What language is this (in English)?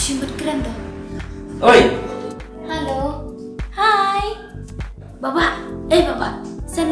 Khasi